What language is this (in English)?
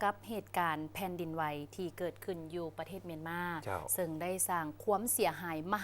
Lao